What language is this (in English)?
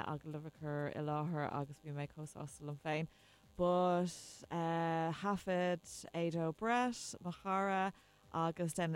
Irish